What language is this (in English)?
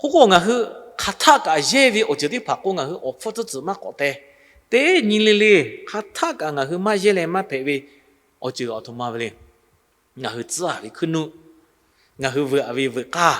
Lahu